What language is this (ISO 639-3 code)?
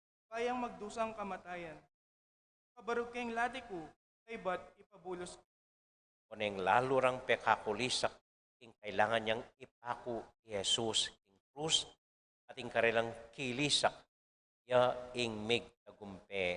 pam